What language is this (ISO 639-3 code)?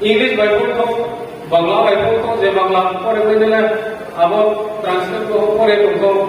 ria